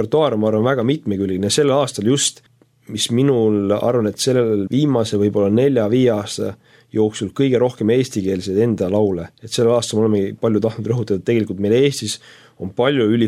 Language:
Estonian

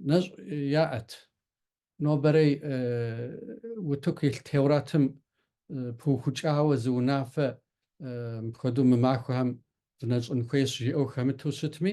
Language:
Kabardian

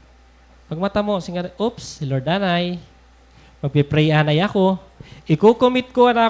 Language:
Waray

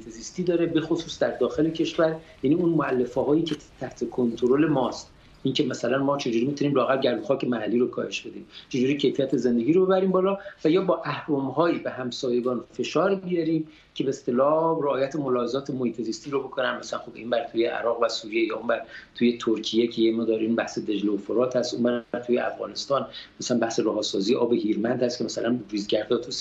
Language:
Persian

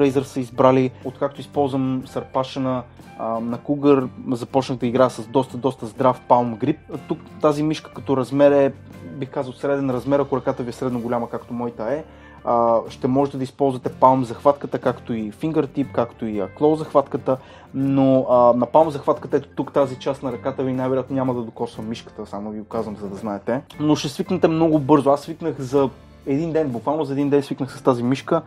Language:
Bulgarian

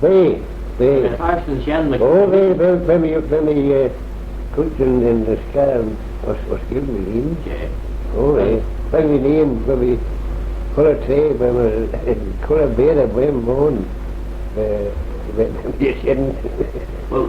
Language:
Manx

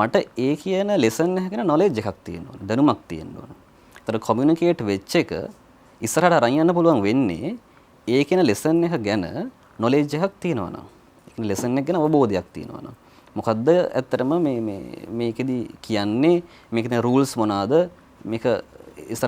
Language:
Sinhala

